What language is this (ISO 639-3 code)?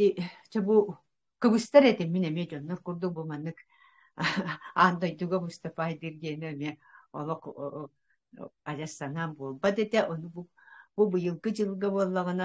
sah